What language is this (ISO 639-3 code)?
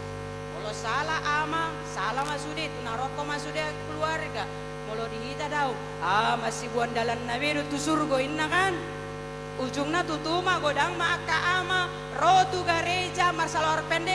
bbc